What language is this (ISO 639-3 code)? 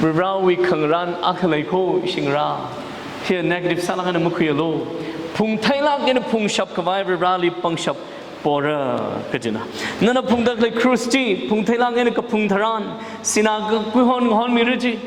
nmf